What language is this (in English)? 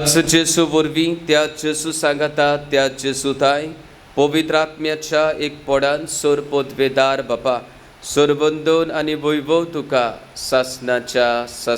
Konkani